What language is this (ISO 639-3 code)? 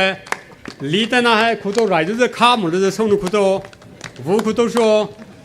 pmx